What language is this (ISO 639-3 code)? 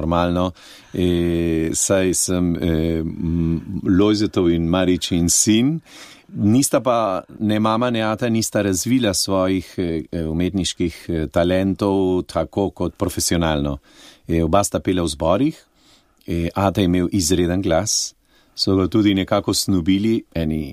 slv